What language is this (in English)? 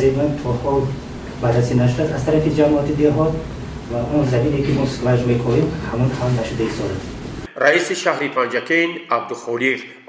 Tajik